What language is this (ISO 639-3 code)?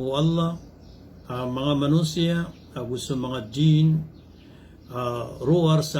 mrw